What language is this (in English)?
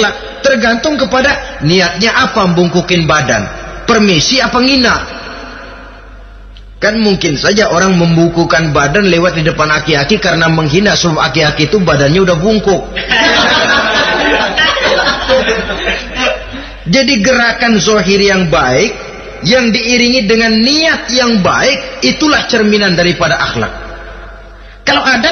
Indonesian